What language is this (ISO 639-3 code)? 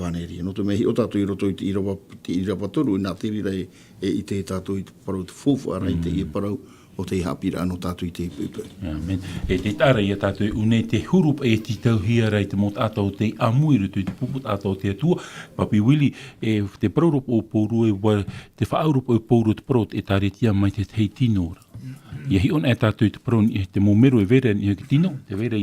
tah